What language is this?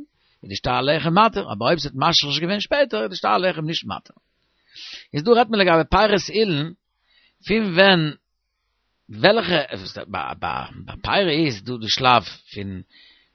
Yiddish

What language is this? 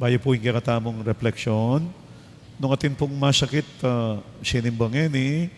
Pampanga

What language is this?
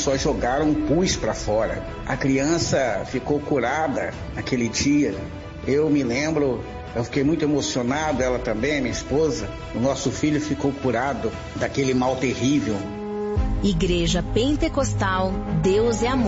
Portuguese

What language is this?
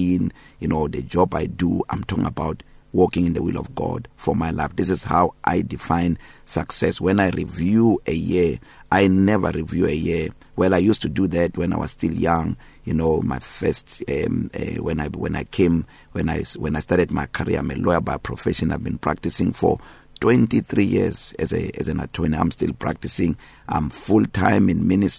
English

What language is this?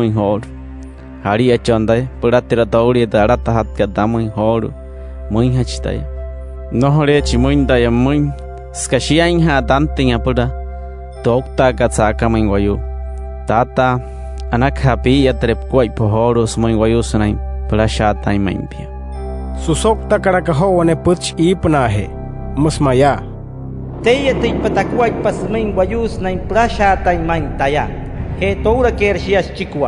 Wayuu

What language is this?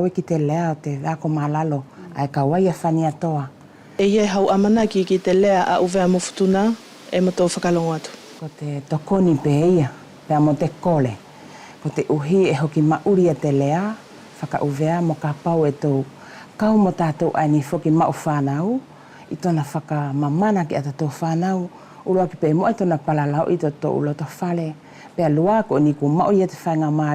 Wallisian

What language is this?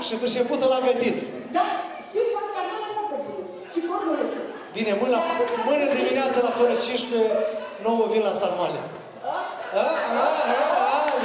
Romanian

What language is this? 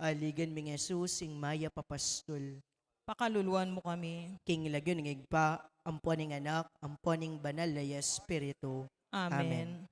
Pampanga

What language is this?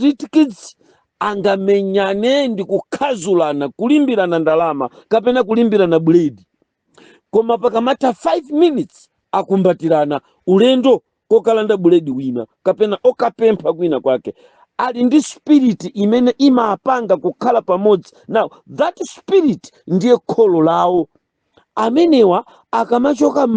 Nyanja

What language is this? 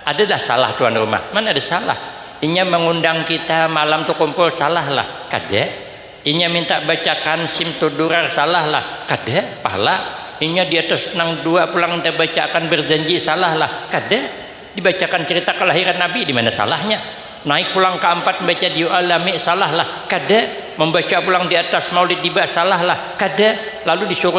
Banjar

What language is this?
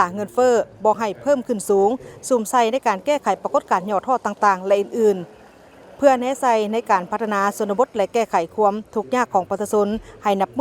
Lao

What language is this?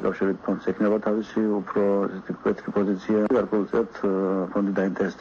Georgian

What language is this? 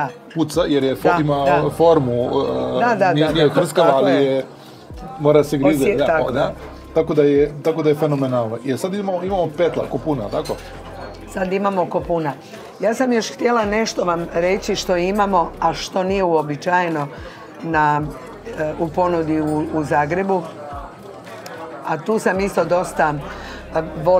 Croatian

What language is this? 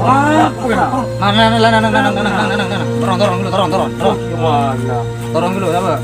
Madurese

